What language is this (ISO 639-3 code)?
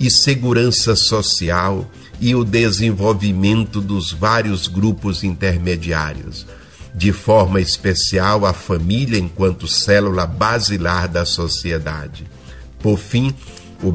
por